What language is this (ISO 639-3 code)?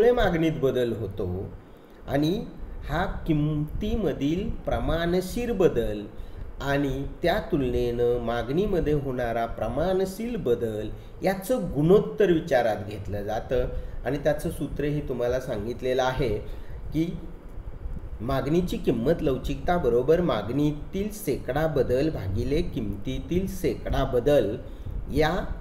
mar